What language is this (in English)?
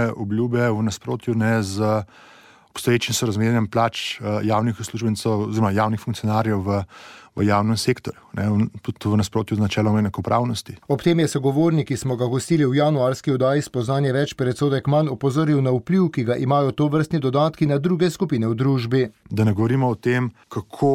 Slovenian